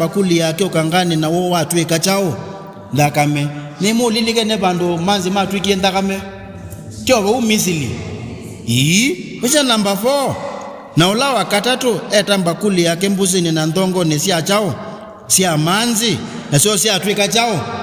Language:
Kamba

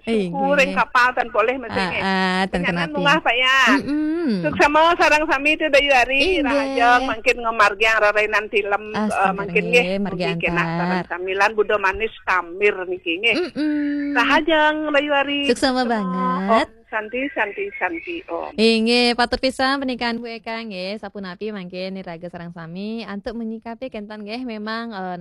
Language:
Balinese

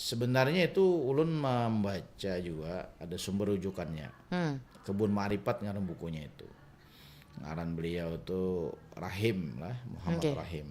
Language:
Banjar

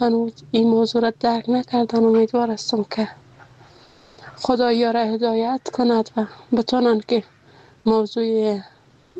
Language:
Persian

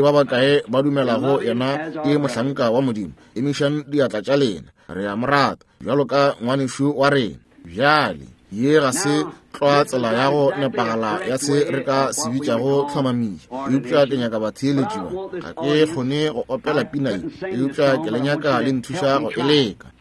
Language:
Northern Sotho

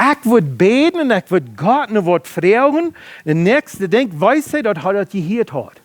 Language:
Plautdietsch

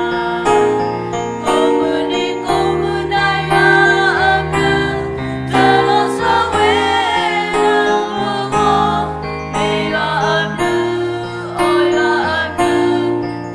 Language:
S'gaw Karen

